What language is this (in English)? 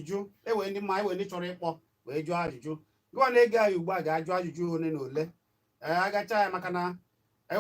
Igbo